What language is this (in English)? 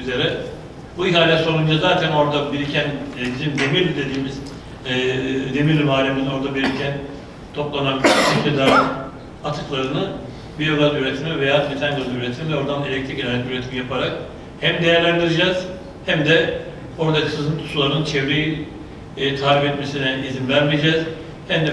Turkish